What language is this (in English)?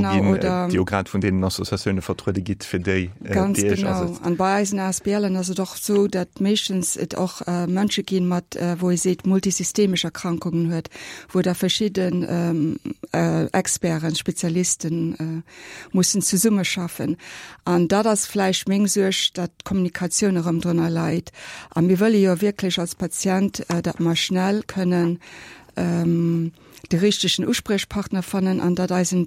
Luxembourgish